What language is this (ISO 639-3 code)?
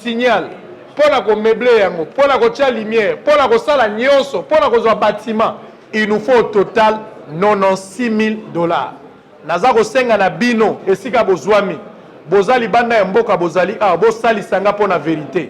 lin